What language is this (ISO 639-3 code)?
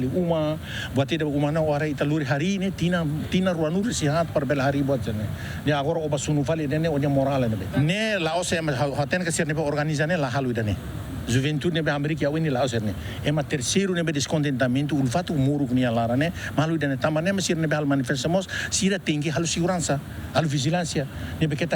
tet